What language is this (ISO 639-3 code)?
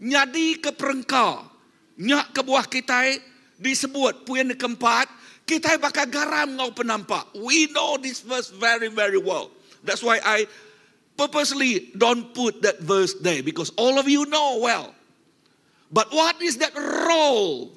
iba